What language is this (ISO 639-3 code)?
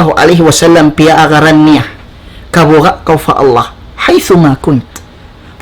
tsg